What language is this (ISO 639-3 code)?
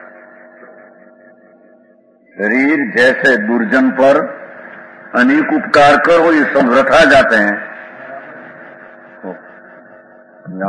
guj